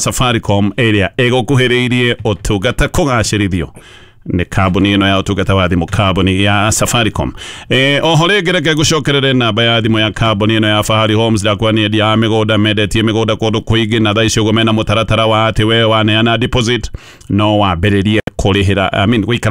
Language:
Kikuyu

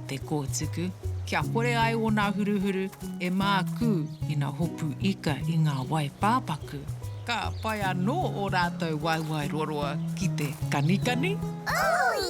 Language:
Māori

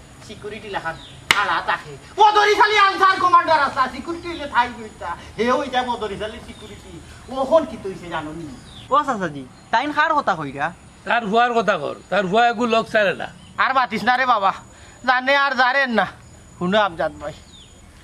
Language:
Sylheti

